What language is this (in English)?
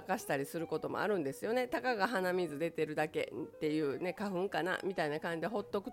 Japanese